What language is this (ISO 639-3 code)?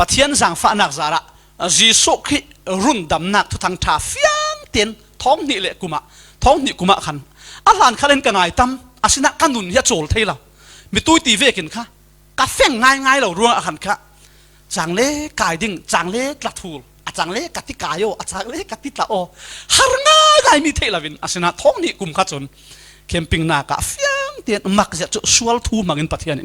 cfm